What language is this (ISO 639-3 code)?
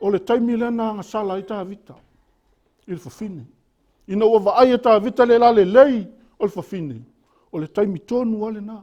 smo